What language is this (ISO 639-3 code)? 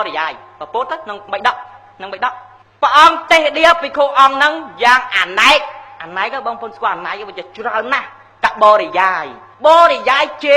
khm